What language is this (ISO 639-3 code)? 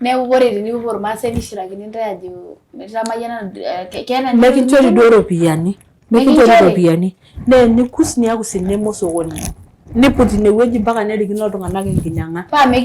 mas